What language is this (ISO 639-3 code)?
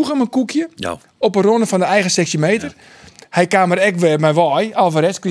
fry